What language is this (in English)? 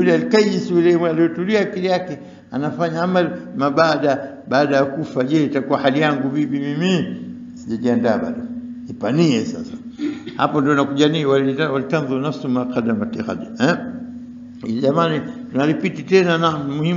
Swahili